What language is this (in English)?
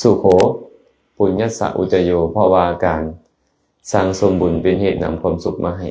Lao